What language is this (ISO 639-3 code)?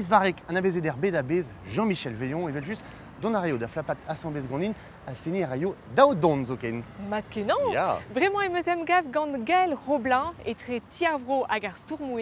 bre